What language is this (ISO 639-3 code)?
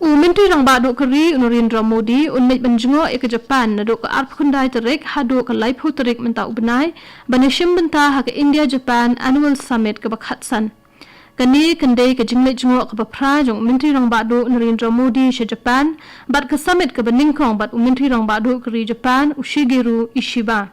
kha